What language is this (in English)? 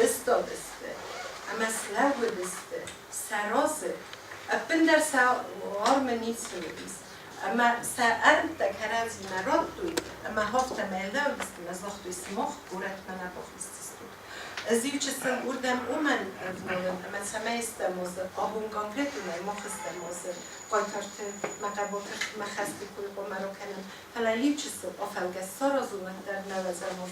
Ossetic